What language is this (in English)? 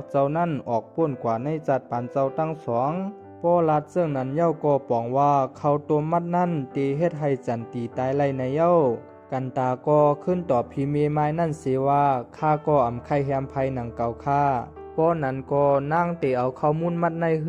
Shan